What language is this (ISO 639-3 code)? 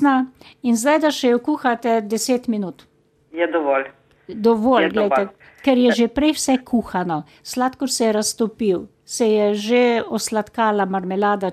slv